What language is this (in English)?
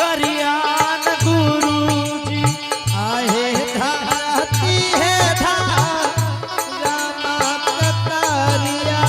Angika